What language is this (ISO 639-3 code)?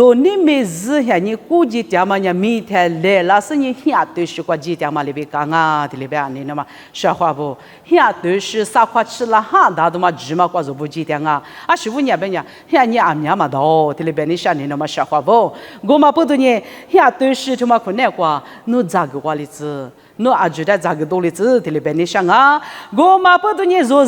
lis